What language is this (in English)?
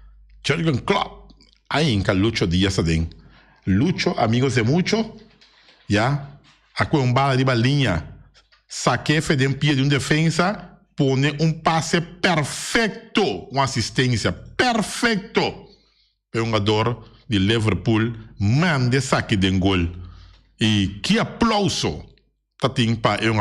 Papiamento